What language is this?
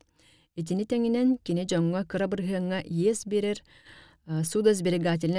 Yakut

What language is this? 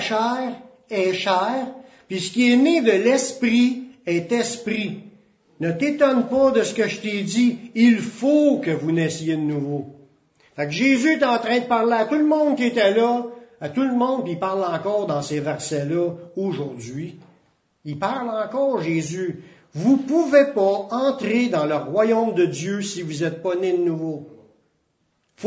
French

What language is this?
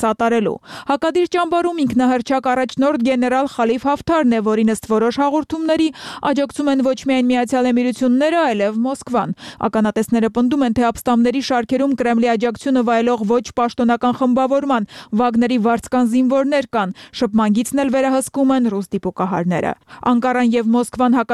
Armenian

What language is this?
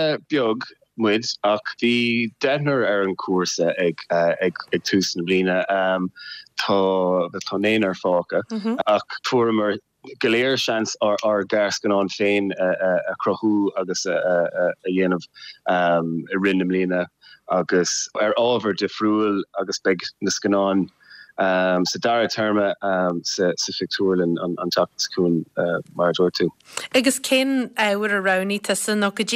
Irish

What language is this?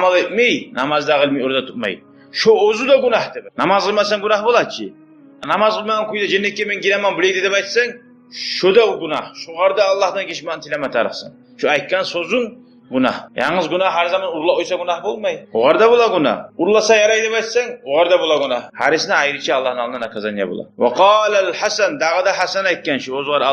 Kumyk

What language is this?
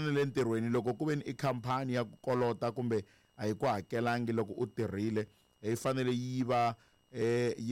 Tsonga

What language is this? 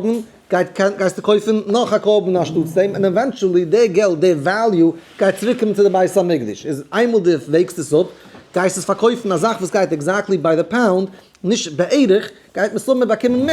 Yiddish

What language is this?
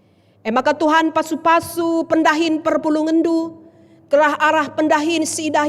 Batak Karo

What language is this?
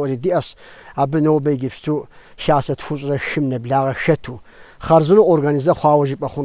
Kabardian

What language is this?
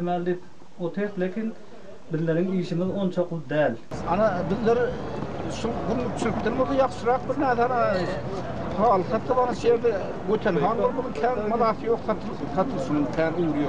Turkmen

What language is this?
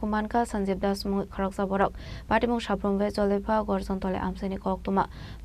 Kok Borok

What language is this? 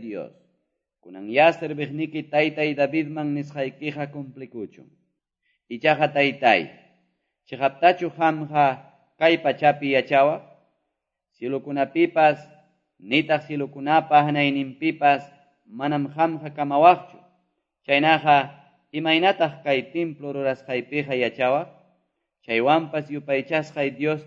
Quechua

